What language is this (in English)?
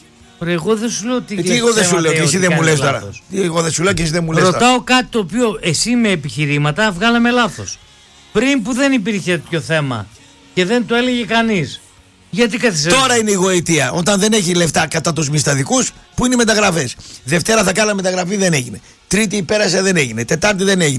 Greek